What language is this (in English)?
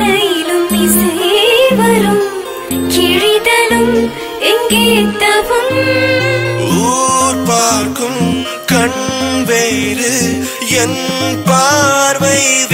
Tamil